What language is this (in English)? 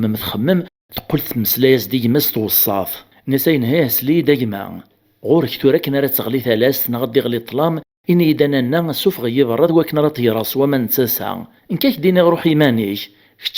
Kabyle